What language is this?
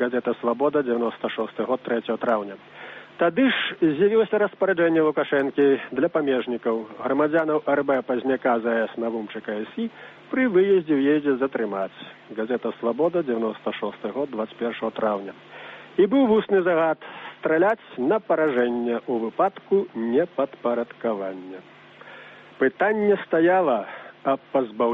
Belarusian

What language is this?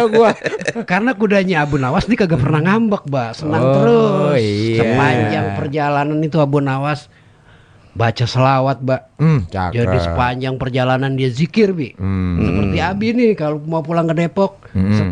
Betawi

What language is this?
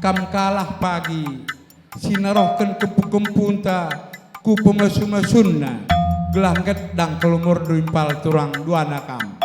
Batak Karo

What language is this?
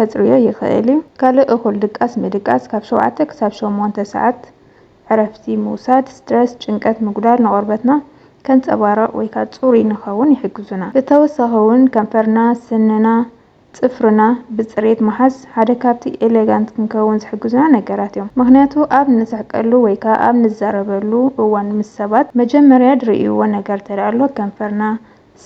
Tigrinya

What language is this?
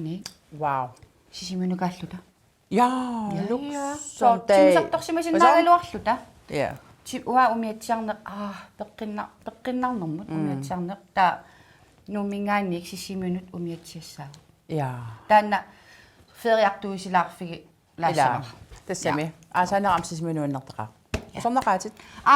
Kalaallisut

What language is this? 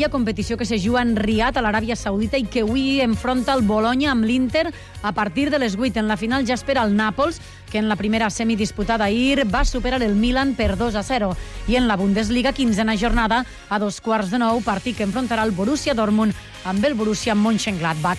Catalan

